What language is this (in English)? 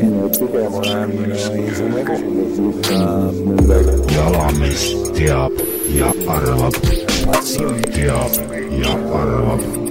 Estonian